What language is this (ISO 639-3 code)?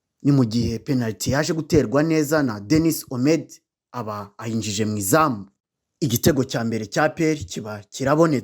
kin